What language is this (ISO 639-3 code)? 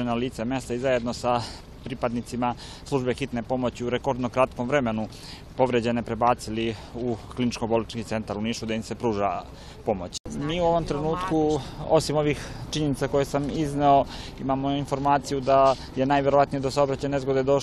srp